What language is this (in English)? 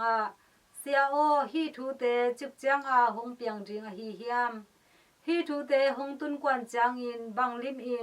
Tedim Chin